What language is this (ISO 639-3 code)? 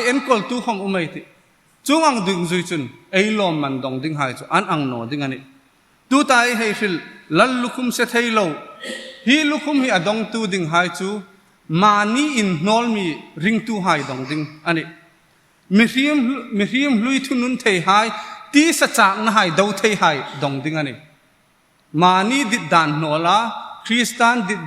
hmr